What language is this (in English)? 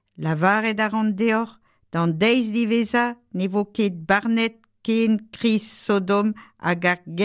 Breton